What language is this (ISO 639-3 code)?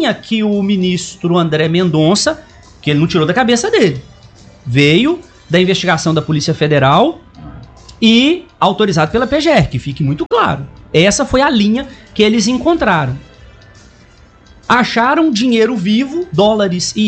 por